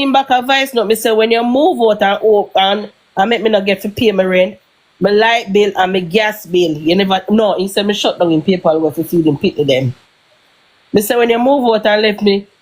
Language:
Jamaican Creole English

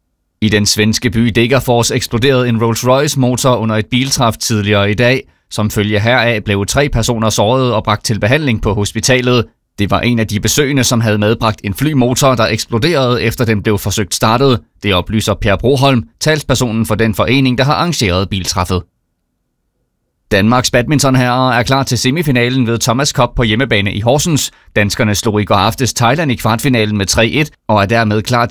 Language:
Danish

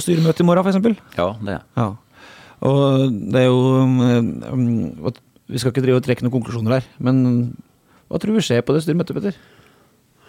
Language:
Norwegian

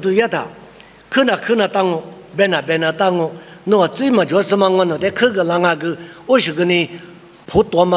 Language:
Lisu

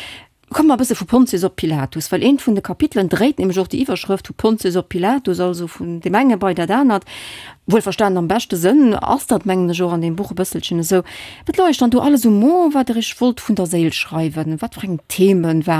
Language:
Luxembourgish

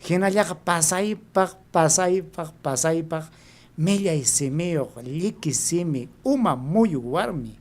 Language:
Ayacucho Quechua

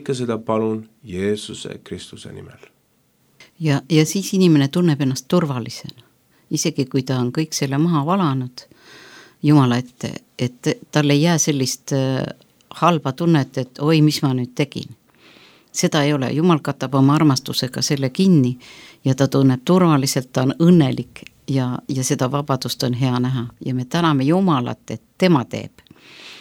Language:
Estonian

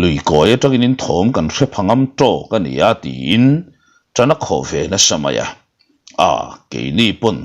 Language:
Mizo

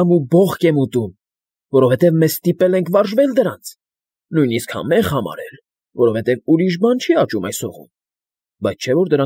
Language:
Armenian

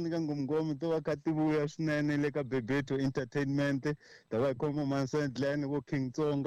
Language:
Tsonga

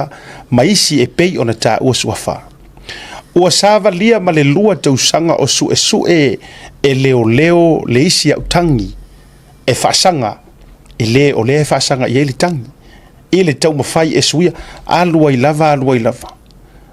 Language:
Samoan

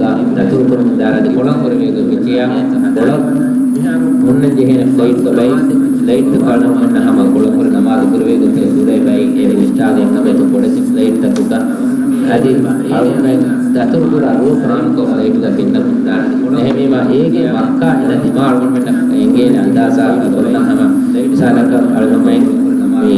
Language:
Divehi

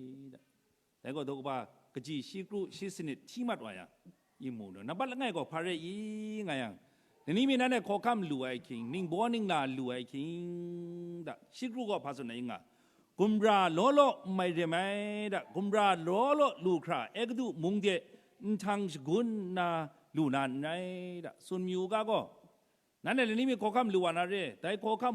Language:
Kachin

